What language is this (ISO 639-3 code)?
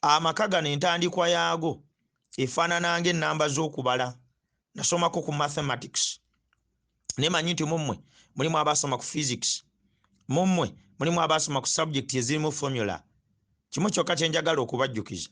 lug